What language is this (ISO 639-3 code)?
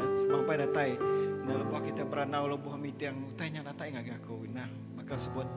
iba